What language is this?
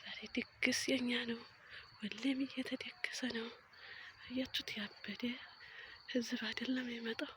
Amharic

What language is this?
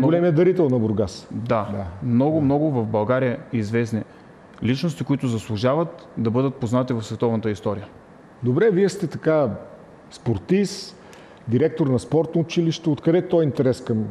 Bulgarian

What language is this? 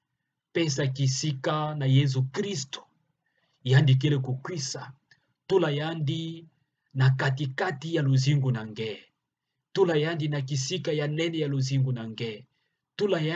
Kituba (Democratic Republic of Congo)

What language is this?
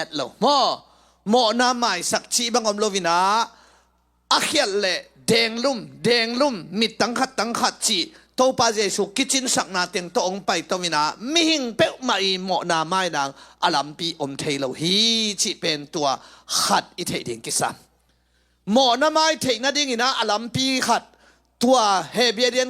Tedim Chin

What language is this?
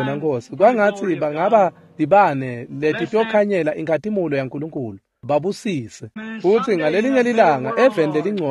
Swati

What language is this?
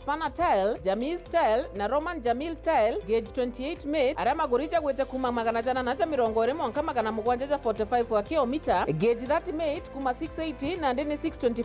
Meru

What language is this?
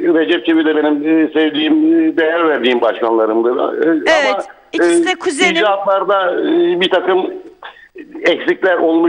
Turkish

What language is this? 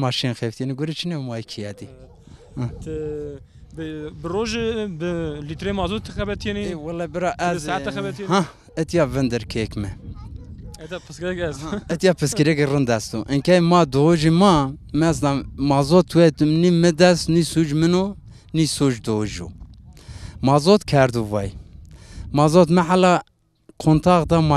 Zaza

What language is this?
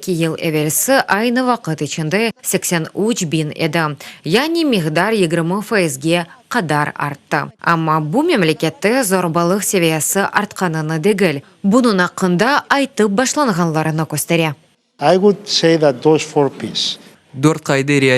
Crimean Tatar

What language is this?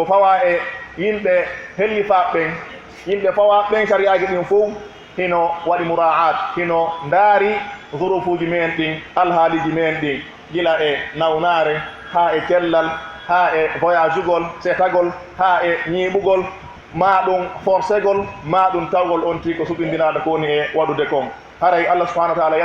Pular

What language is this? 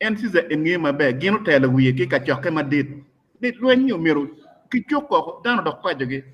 Acoli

